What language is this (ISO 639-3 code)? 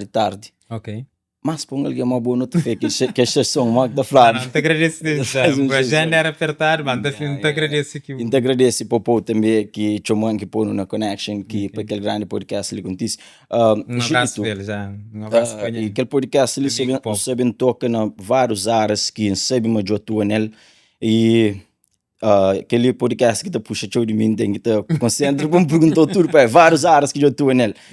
kea